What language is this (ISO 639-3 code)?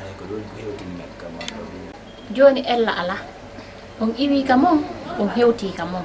ful